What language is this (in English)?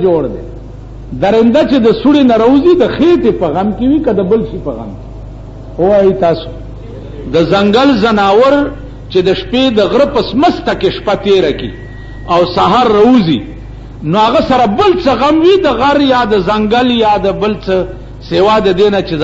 Pashto